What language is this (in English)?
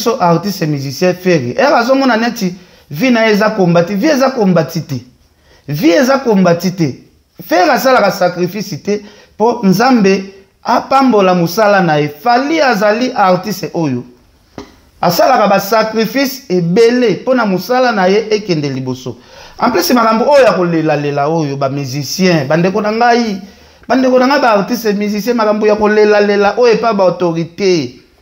Lingala